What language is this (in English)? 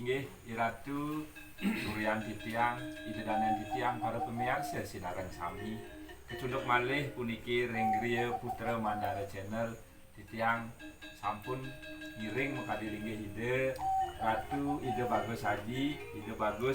Balinese